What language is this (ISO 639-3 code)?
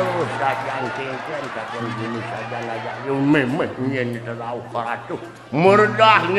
ban